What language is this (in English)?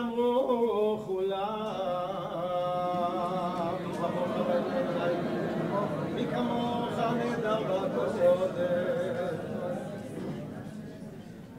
Hebrew